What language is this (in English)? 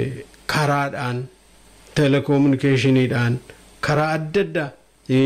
Oromo